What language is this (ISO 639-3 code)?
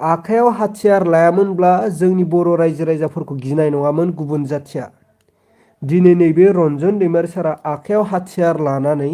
brx